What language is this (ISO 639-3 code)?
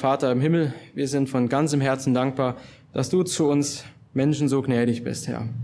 deu